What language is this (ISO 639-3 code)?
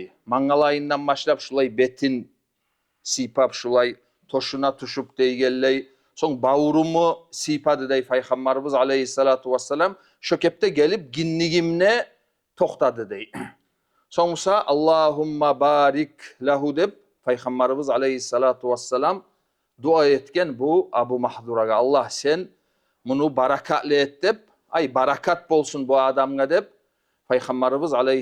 kum